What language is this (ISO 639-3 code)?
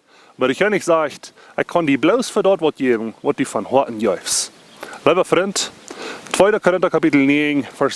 pdt